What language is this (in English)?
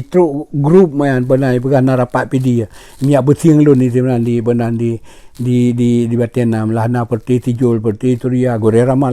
Achinese